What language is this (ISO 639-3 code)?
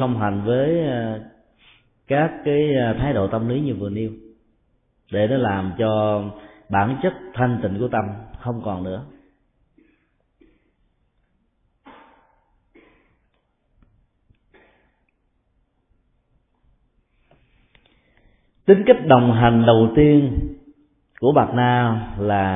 vie